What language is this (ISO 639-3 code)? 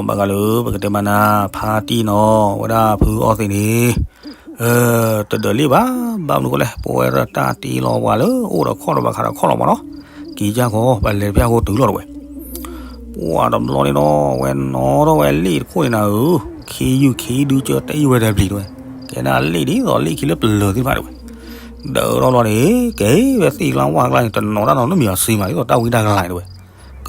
ksw